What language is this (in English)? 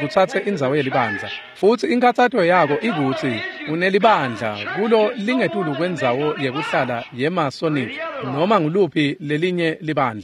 Swati